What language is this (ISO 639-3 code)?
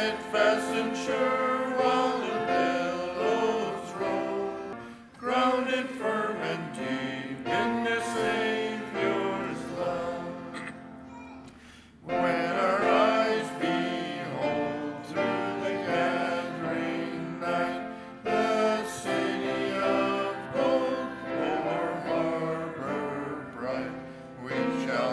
eng